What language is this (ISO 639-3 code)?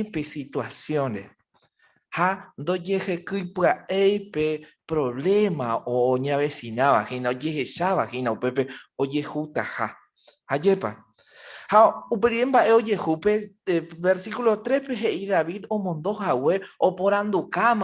grn